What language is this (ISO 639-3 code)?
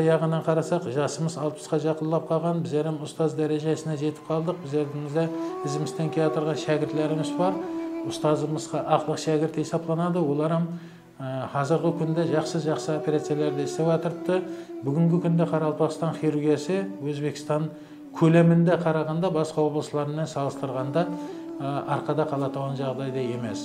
kaa